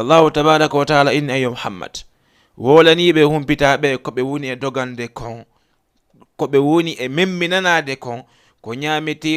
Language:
Fula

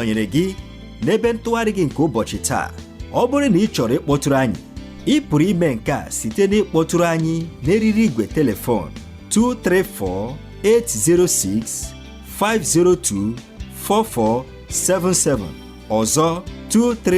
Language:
Igbo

